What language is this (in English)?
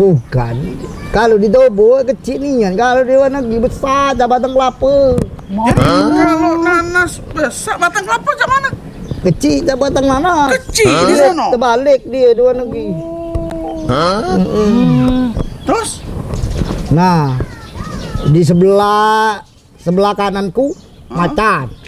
Musi